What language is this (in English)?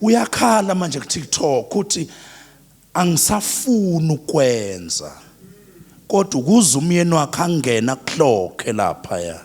Zulu